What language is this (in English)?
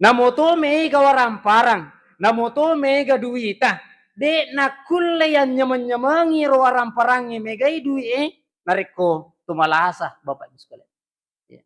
Buginese